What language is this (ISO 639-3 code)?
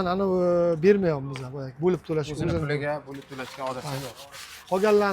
uzb